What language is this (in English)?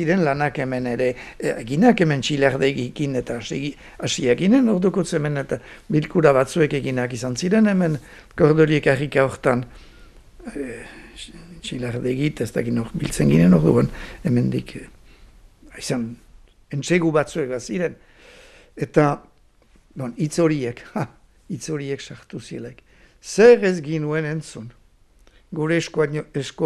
Basque